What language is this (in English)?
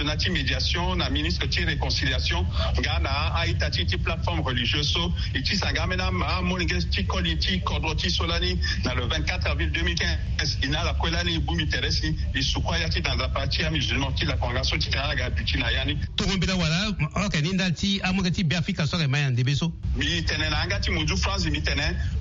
Sango